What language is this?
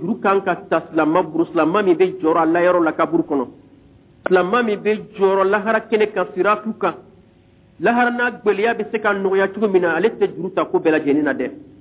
Bambara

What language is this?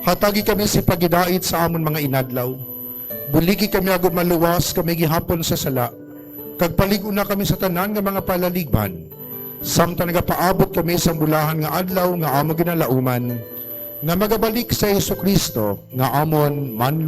Hiligaynon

